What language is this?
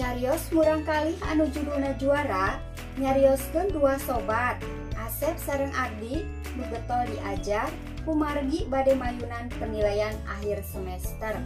Sundanese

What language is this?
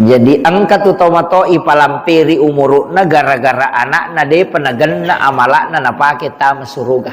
Buginese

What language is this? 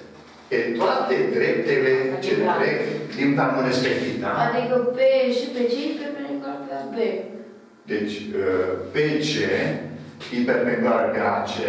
Romanian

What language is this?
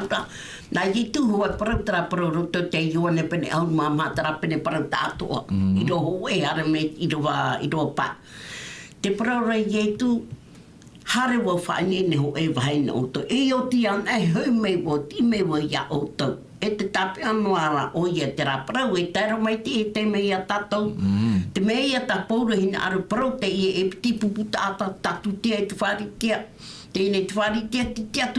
Tahitian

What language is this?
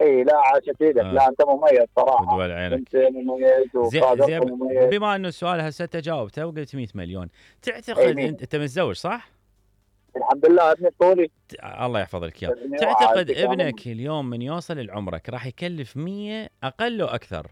Mesopotamian Arabic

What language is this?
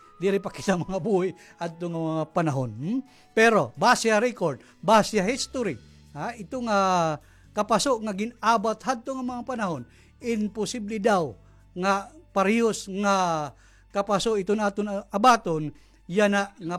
Waray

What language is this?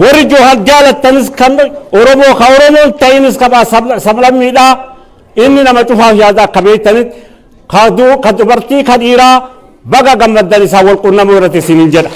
Oromo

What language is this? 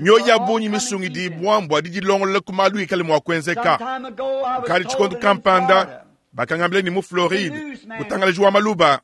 Luba-Lulua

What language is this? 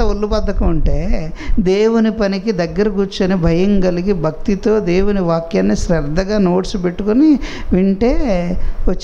Telugu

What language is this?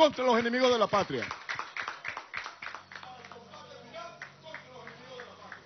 Spanish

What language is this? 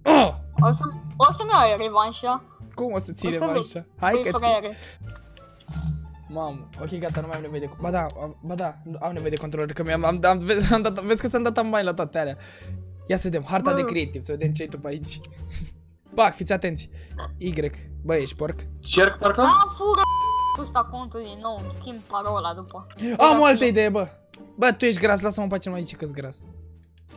Romanian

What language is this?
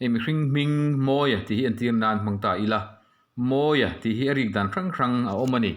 Mizo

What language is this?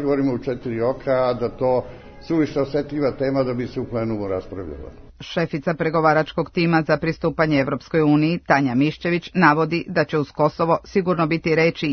Serbian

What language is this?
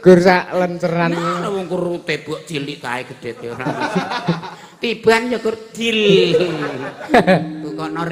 Javanese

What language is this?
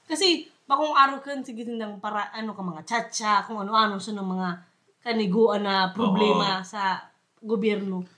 Bikol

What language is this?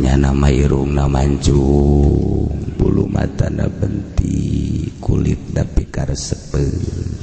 Sundanese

